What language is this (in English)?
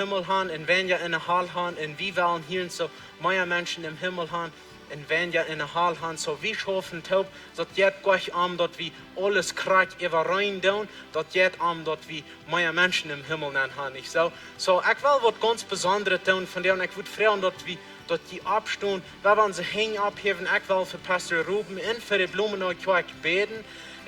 Plautdietsch